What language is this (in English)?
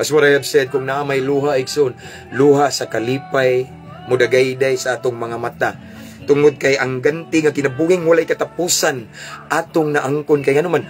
Cebuano